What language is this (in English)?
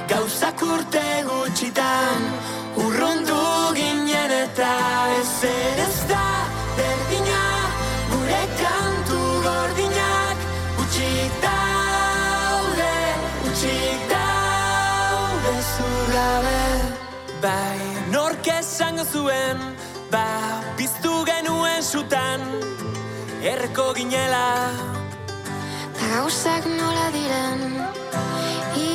Basque